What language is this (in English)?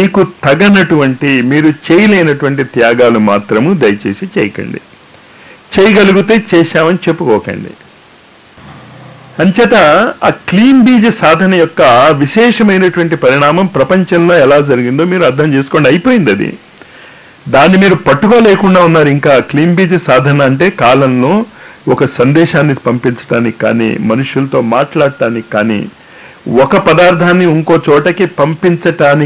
Telugu